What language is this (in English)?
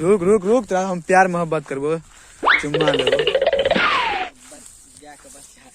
Maithili